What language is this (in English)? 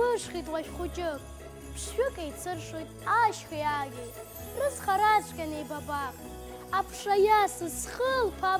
Abkhazian